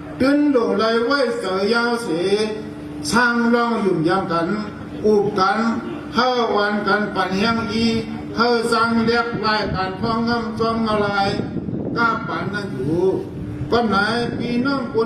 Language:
Shan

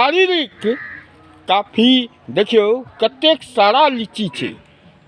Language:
Maithili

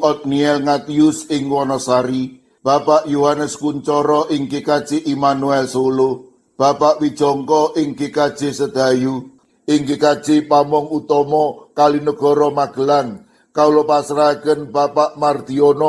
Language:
Javanese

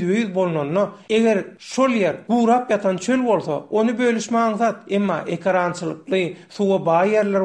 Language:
Turkmen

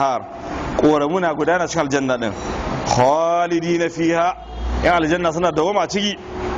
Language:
Hausa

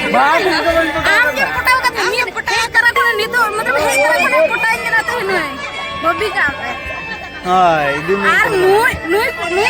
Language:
Santali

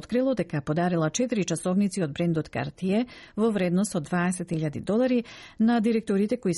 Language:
Macedonian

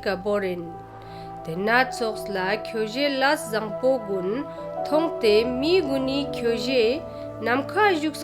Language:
Ladakhi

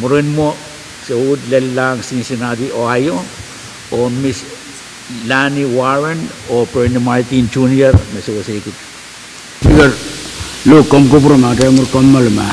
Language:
Pohnpeian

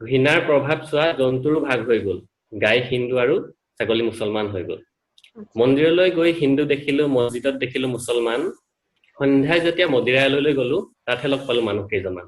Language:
Assamese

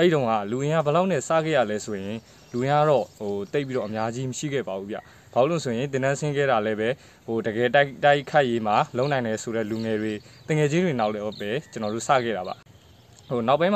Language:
Burmese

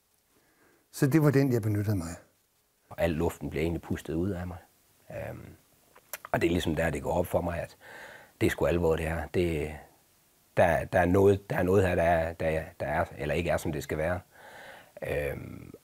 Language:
Danish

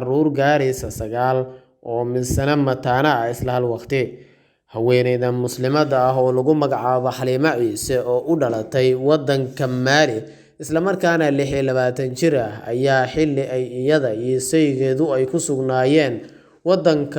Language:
Somali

